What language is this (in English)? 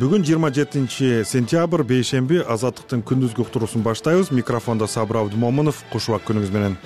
Kyrgyz